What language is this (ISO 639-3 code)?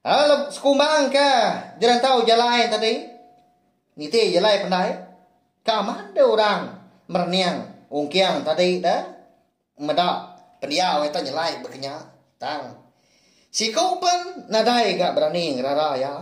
iba